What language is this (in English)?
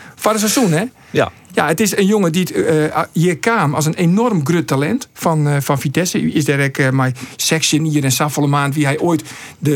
Western Frisian